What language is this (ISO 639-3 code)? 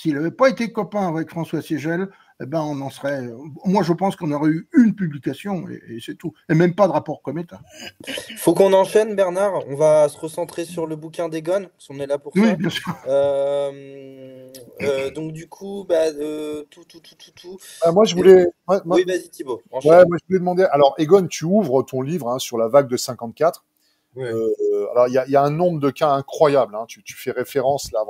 fra